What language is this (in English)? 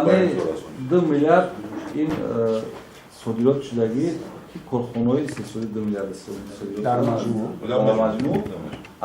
Tajik